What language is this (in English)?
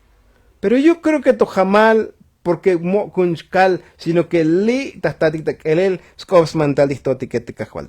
Tzotzil